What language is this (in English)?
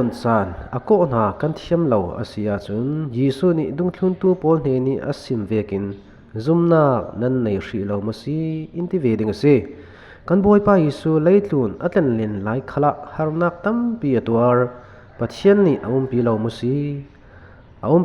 Falam Chin